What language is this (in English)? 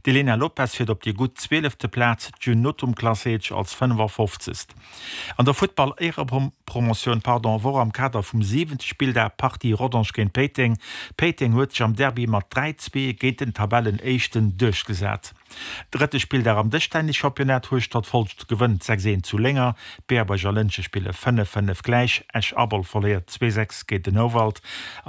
Luxembourgish